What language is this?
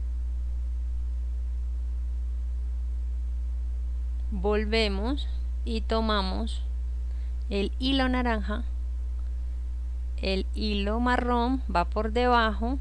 Spanish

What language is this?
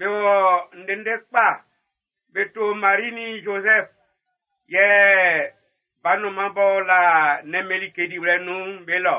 Baoulé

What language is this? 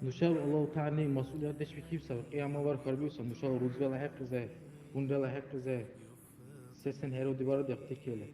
Dargwa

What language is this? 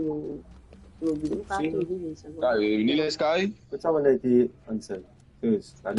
Morisyen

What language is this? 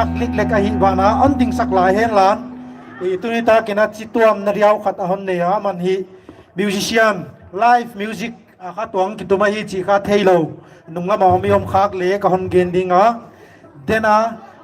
Paite Chin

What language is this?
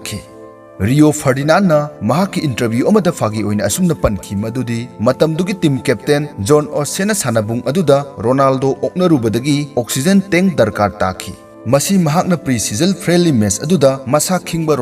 Manipuri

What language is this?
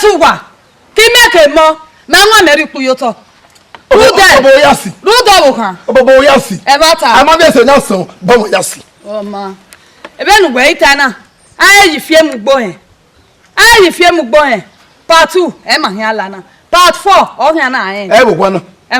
Bini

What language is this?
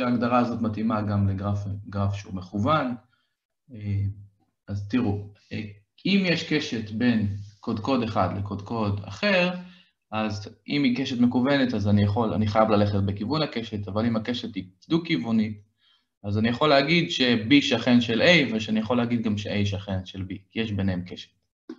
Hebrew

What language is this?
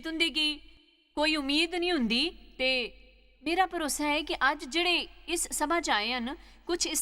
Dogri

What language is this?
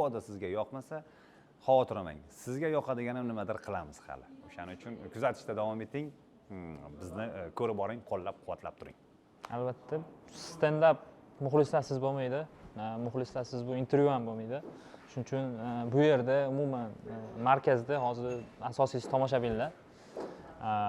Uzbek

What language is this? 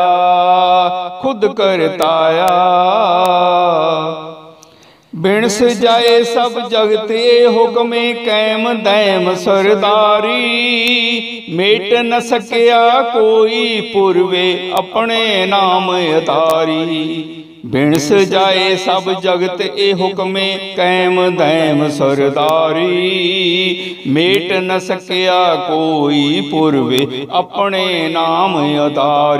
Punjabi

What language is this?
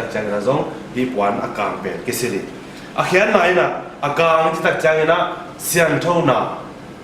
Tedim Chin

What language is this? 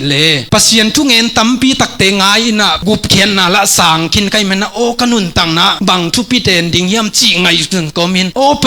Tedim Chin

